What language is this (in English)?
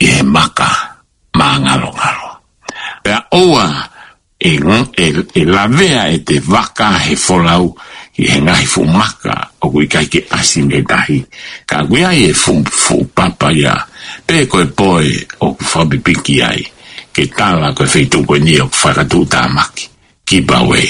Tongan